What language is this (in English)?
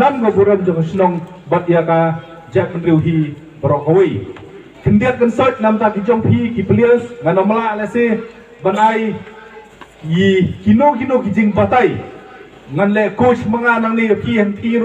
Khasi